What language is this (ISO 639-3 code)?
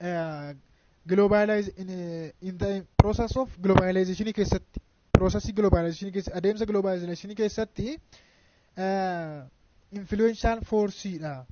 orm